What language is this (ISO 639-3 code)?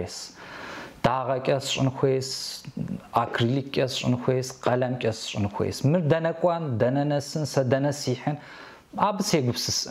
kbd